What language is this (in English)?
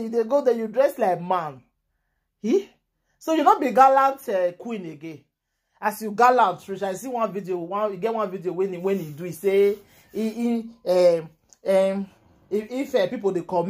Nigerian Pidgin